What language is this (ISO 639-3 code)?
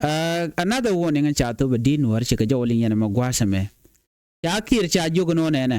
nus